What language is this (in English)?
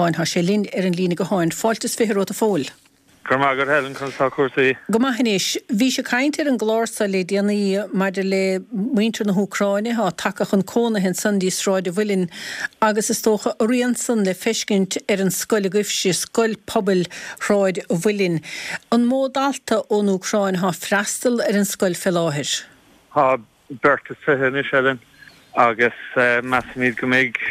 Irish